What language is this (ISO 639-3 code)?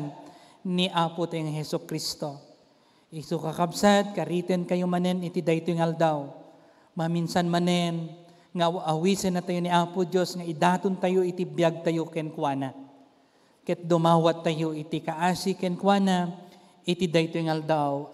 ilo